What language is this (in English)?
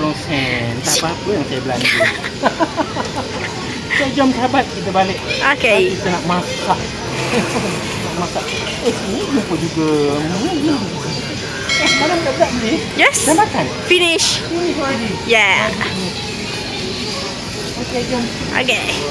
Malay